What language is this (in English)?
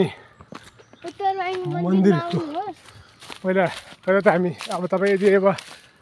Nepali